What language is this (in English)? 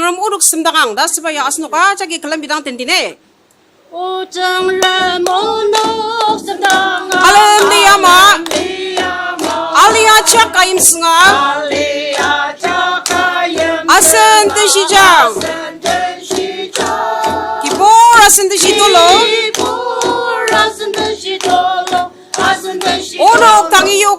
Ao Naga